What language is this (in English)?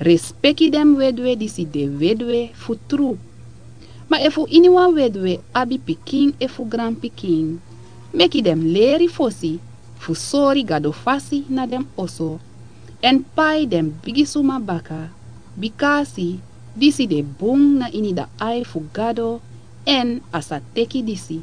Sranan Tongo